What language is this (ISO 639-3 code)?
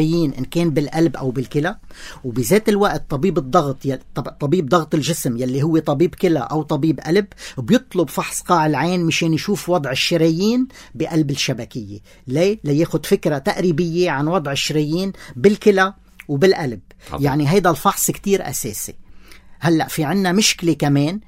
apc